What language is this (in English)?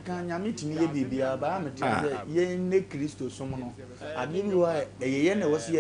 Akan